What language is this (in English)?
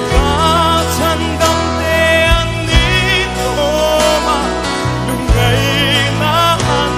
Mizo